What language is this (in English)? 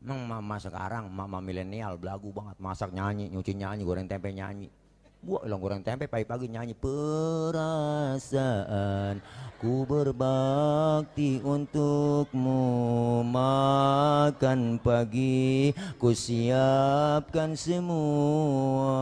Betawi